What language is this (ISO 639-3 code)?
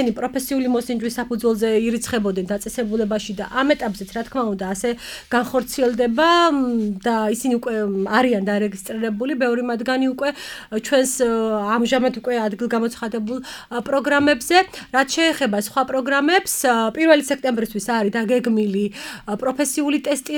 kat